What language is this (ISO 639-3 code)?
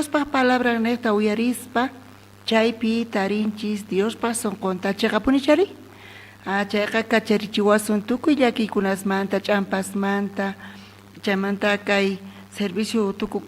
quh